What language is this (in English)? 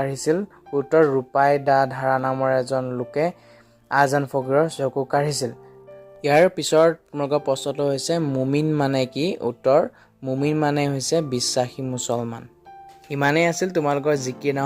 Assamese